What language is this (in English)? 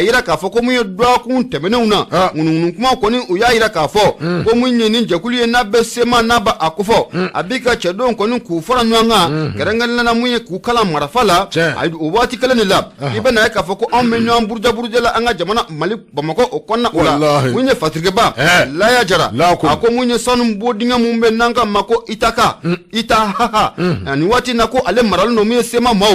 Bambara